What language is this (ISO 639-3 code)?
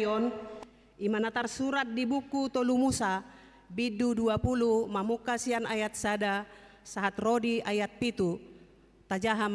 bbc